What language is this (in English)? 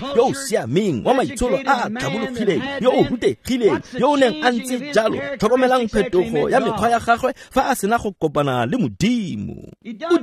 Tswana